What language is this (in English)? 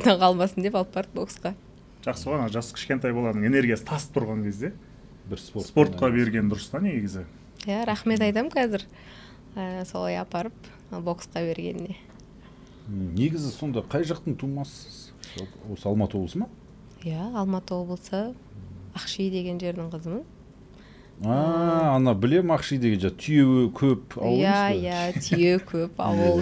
Kazakh